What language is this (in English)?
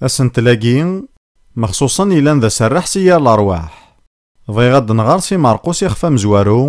Kabyle